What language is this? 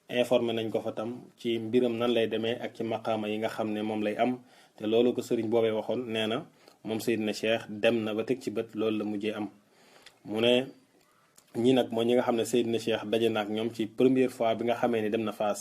Wolof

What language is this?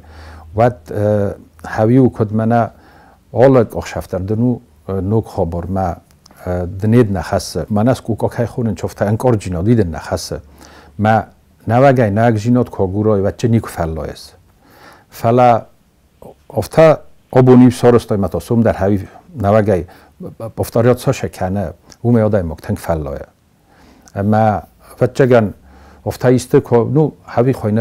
Ossetic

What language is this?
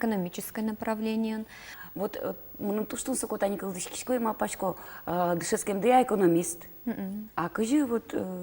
Udmurt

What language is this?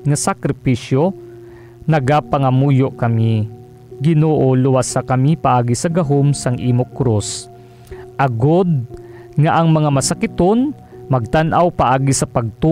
Hiligaynon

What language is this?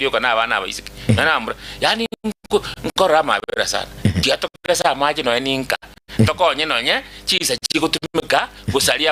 Gusii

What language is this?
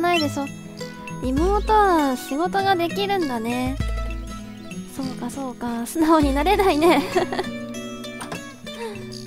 Japanese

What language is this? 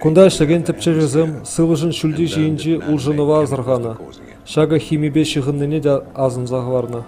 Chuvash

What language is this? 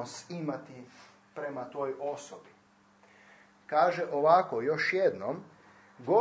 Croatian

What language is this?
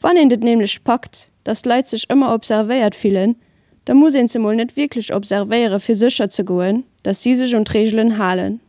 Luxembourgish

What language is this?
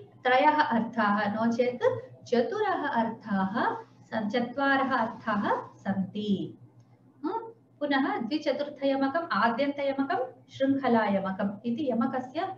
Sanskrit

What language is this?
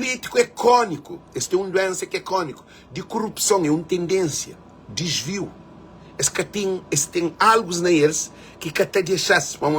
Kabuverdianu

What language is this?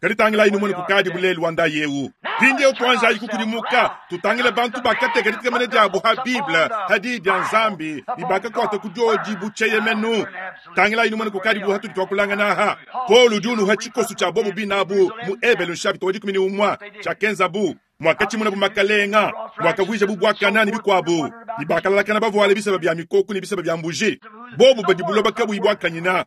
Luba-Lulua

